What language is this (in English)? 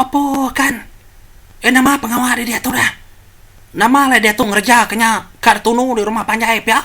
Iban